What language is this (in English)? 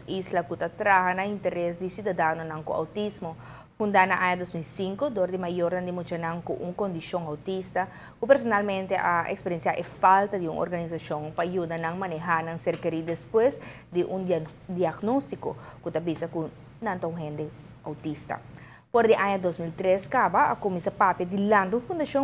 Papiamento